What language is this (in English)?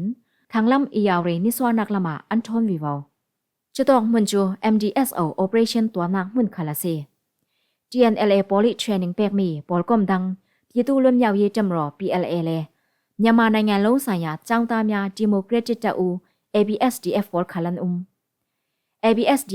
Falam Chin